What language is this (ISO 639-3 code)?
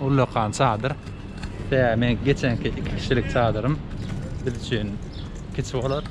tuk